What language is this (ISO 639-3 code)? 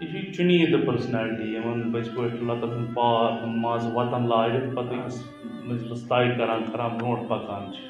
kas